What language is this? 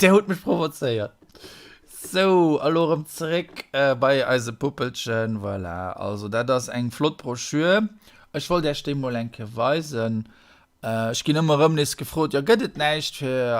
Luxembourgish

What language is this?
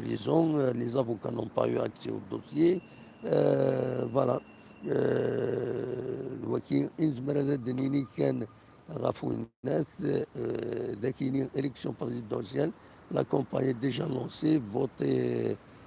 Kabyle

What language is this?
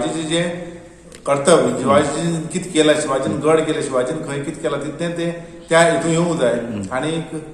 Konkani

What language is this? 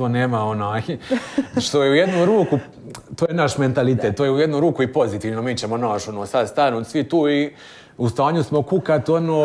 Croatian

